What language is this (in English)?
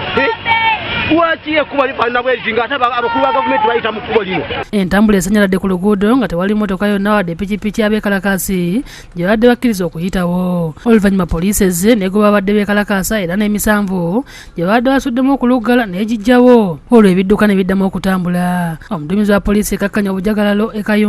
Ganda